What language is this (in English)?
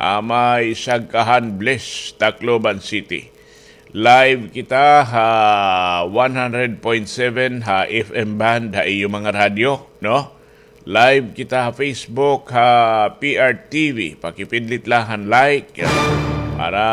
Waray